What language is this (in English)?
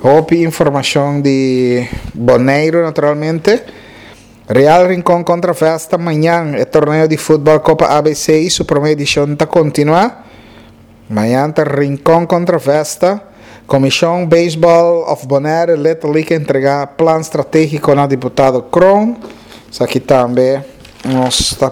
Papiamento